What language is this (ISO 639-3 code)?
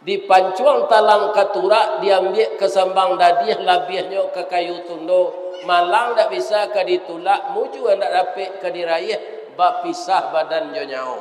min